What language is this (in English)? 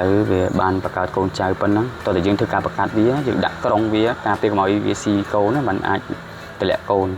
Khmer